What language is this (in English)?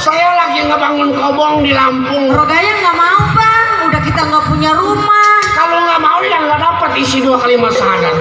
Betawi